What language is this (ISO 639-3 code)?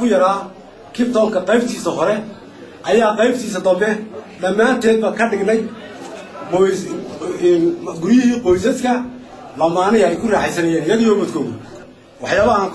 som